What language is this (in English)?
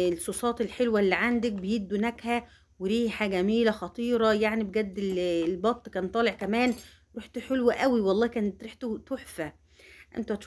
Egyptian Arabic